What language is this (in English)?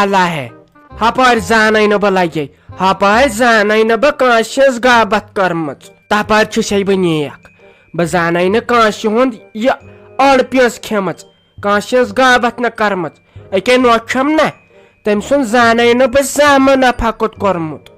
Kashmiri